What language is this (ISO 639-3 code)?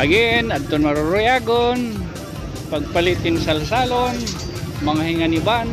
war